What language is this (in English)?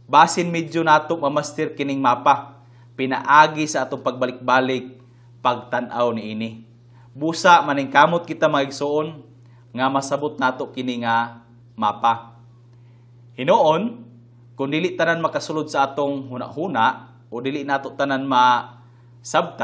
Cebuano